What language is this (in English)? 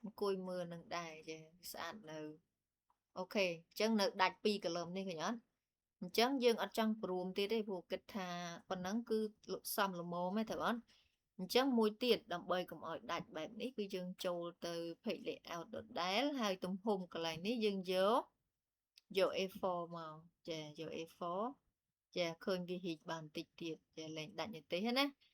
Khmer